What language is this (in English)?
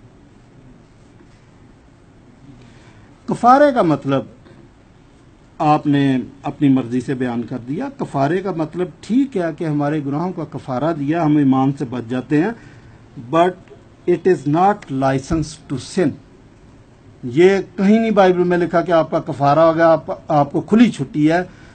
Urdu